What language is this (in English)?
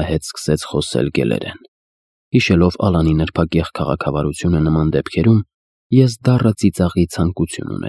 Armenian